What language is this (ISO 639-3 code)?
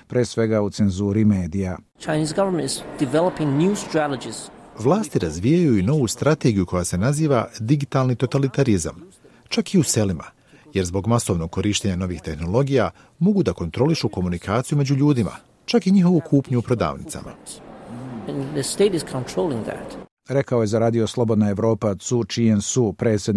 hrv